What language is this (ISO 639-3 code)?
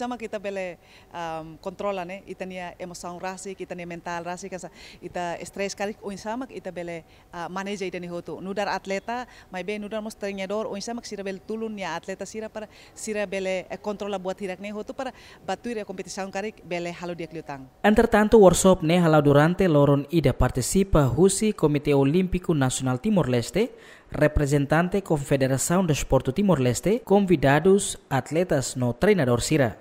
tet